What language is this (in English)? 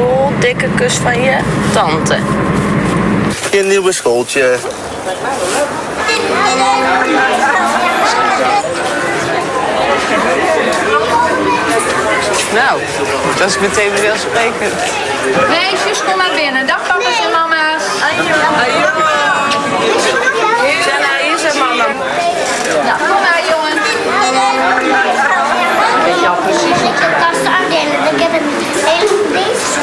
Dutch